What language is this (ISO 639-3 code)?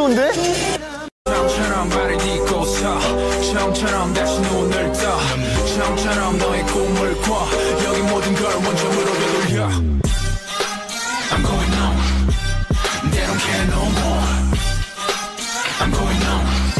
kor